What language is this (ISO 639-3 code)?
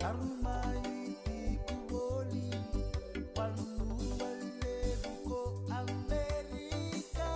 fij